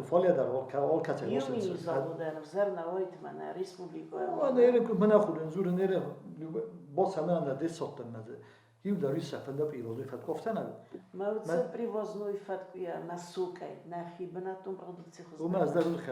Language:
Ossetic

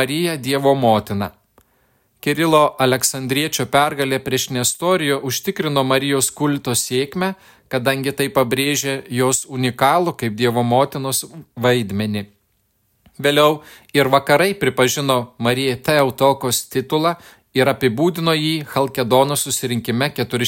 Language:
Lithuanian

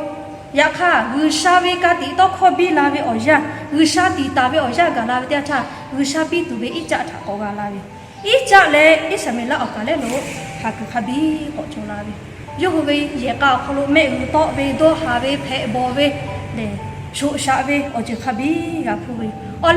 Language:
Lahu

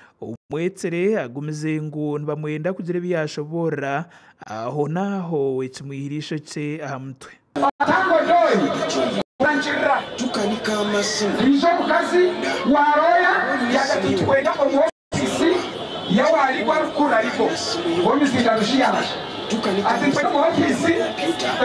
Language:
Nyankole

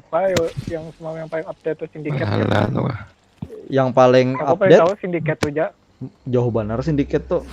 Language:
Banjar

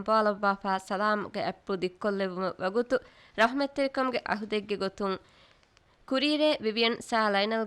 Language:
Divehi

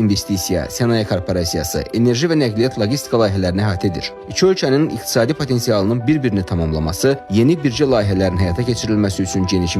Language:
Azerbaijani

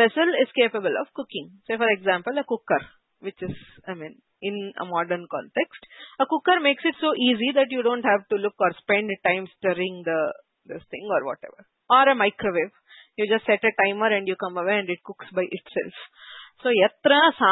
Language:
Sanskrit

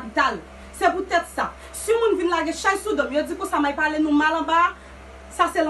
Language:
Haitian Creole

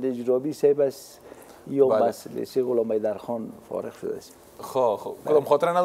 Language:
Persian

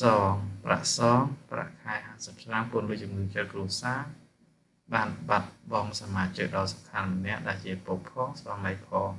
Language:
Khmer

